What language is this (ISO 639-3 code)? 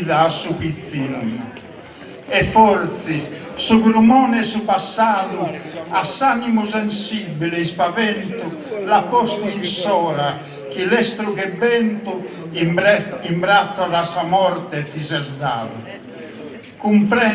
srd